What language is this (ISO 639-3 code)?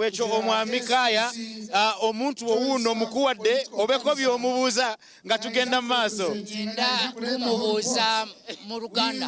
nyn